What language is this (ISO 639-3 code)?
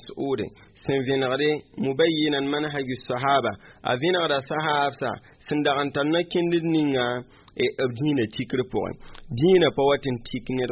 mos